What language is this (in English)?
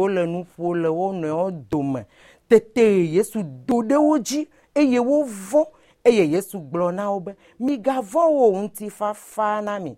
Ewe